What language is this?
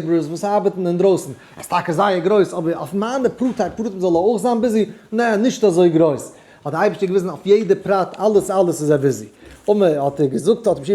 Yiddish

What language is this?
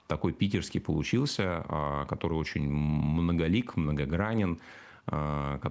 Russian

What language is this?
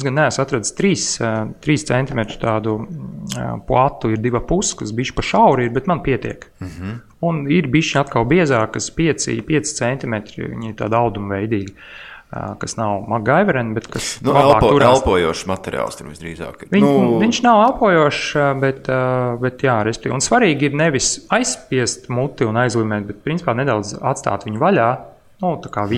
Latvian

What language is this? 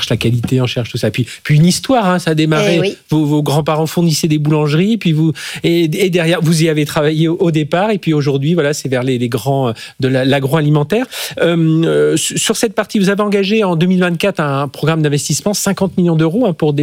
French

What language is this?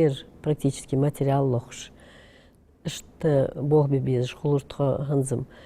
Ingush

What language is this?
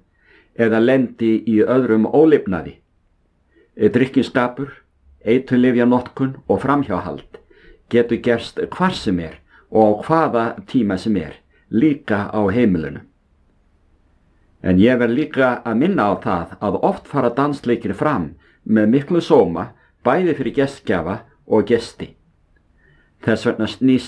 Icelandic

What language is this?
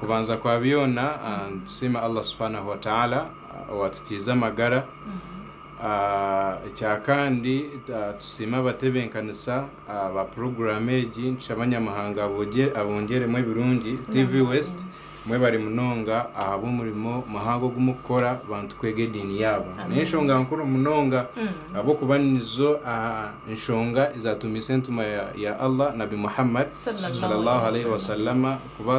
Nyankole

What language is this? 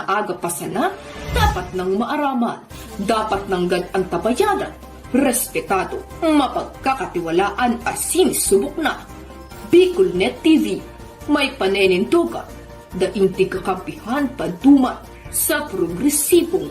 Bikol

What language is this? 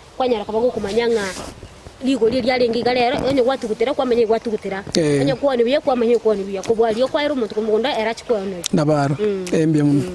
Gusii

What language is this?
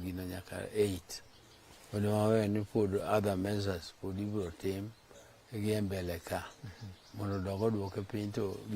Luo (Kenya and Tanzania)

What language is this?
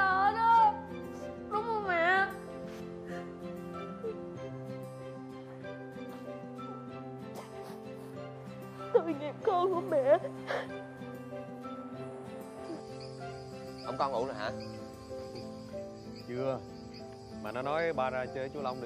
Vietnamese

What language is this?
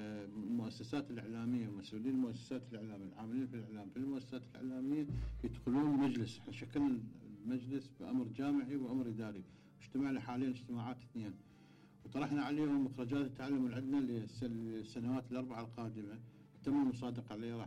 Mesopotamian Arabic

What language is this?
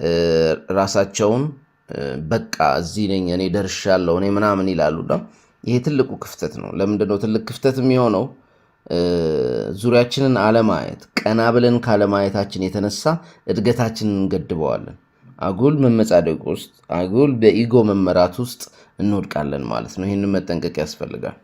Amharic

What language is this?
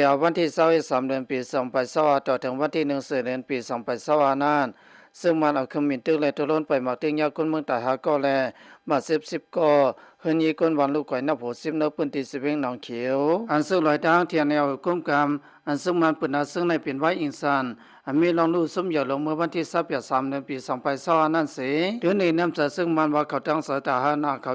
Shan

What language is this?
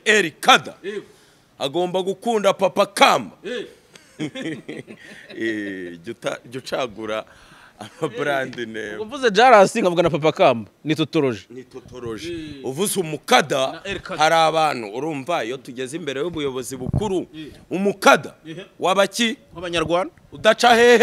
Kinyarwanda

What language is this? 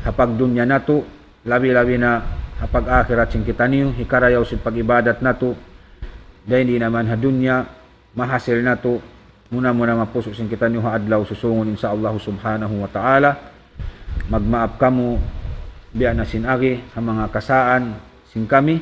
Tausug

